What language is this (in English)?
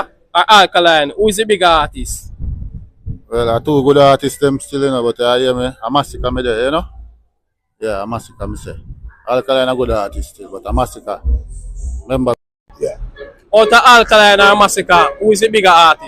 Jamaican Creole English